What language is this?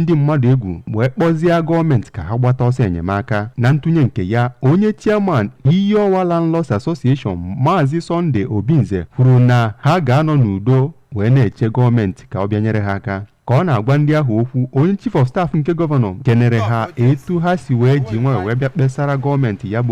Igbo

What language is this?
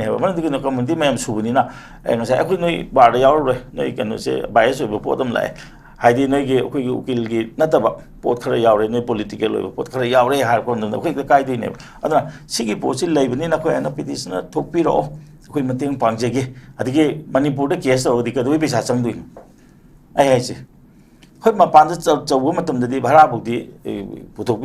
Manipuri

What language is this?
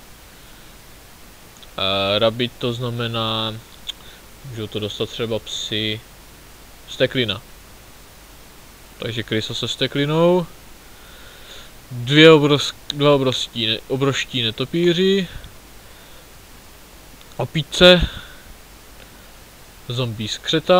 Czech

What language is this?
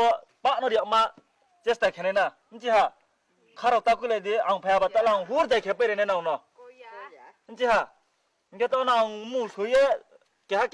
Kok Borok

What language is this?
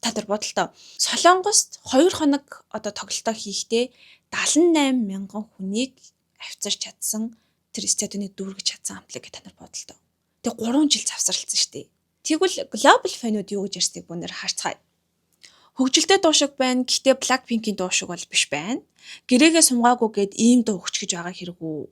Mongolian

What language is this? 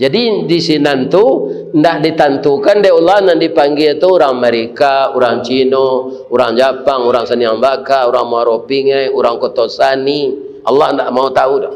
Minangkabau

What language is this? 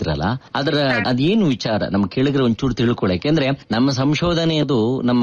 Kannada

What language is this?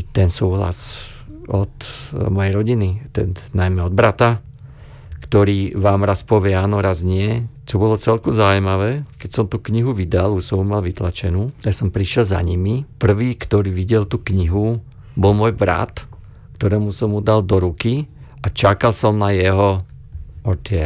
Slovak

